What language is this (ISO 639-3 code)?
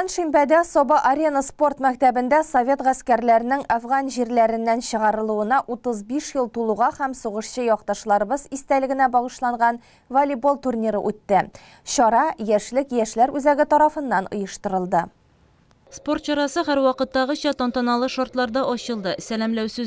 tat